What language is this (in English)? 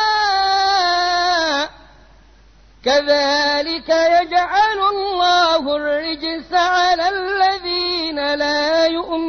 Arabic